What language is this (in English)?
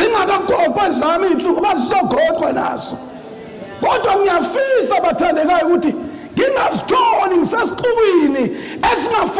Zulu